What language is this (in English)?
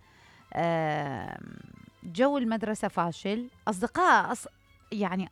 Mesopotamian Arabic